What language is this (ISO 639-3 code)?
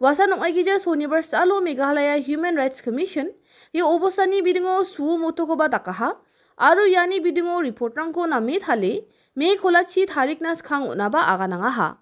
grt